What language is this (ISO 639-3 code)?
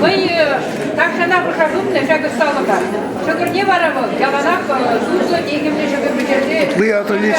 chv